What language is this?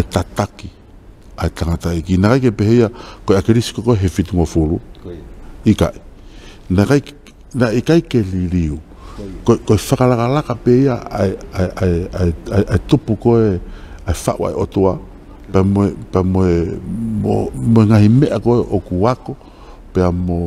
Tongan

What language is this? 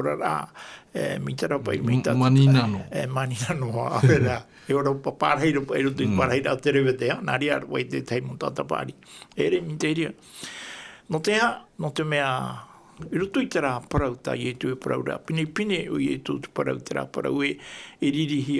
Tahitian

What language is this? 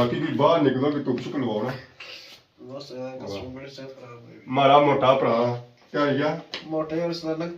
Pahari-Potwari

